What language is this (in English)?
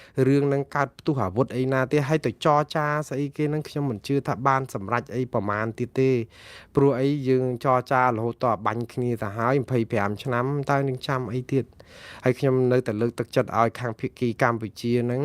Khmer